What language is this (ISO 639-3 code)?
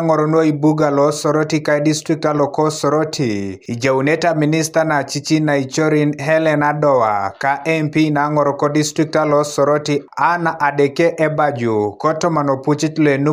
teo